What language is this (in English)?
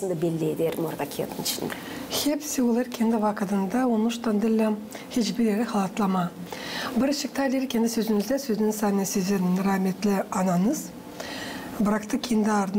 Gagauz